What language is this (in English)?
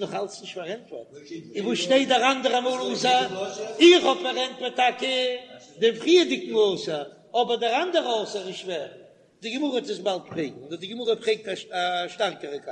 Yiddish